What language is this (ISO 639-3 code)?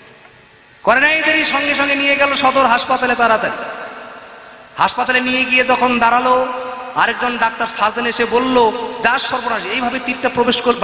ben